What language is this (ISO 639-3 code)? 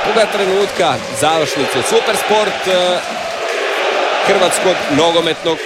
hrv